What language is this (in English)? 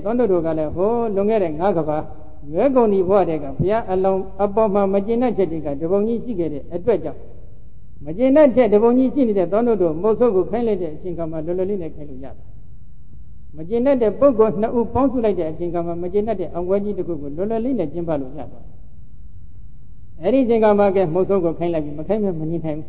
Burmese